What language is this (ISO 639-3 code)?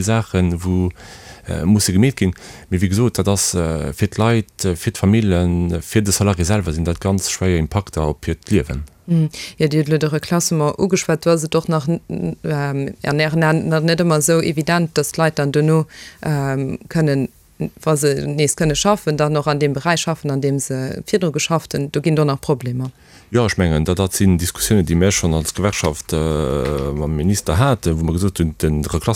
ltz